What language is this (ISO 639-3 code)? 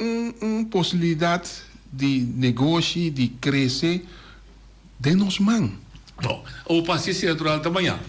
pap